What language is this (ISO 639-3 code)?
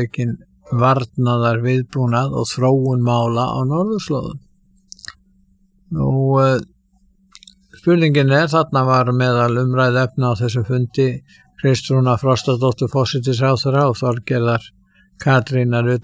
isl